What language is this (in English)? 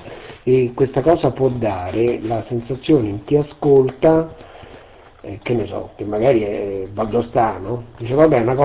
Italian